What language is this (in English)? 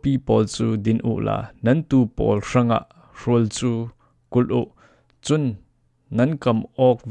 Falam Chin